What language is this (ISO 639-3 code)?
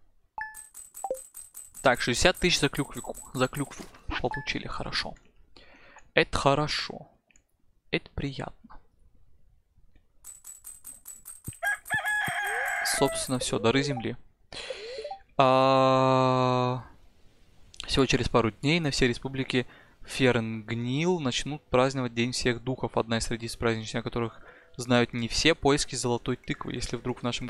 rus